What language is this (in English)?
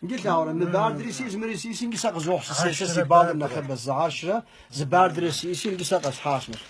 Kabardian